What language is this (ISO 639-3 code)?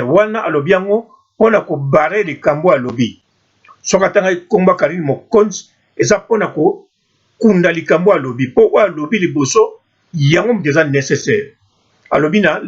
lin